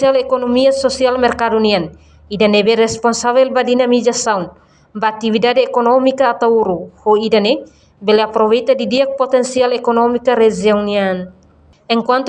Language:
Tetum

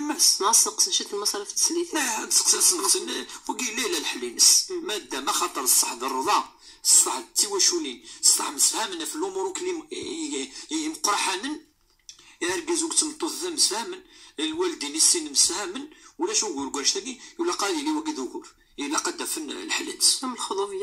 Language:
Moroccan Arabic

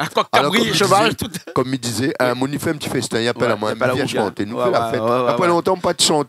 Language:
Réunion Creole French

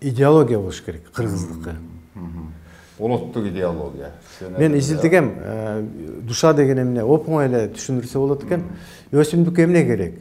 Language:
Kyrgyz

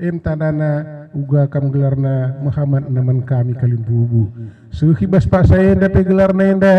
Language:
Batak Karo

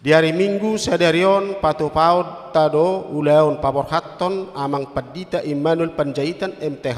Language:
Batak Toba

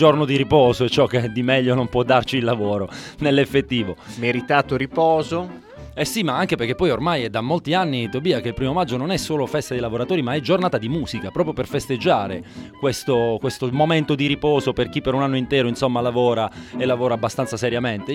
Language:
Italian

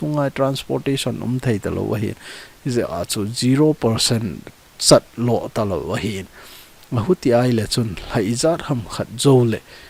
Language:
Thado Chin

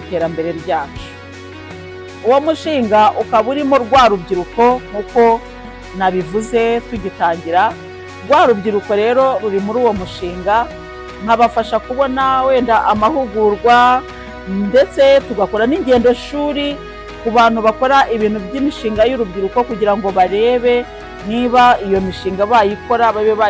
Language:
Kinyarwanda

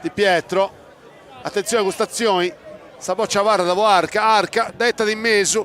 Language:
Sardinian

